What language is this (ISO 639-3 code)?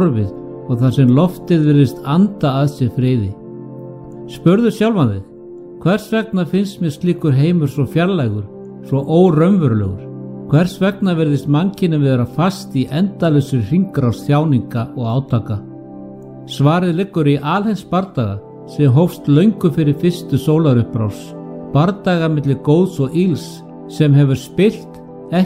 isl